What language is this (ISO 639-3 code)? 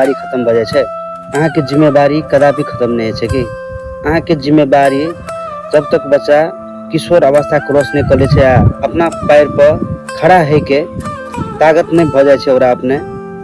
mai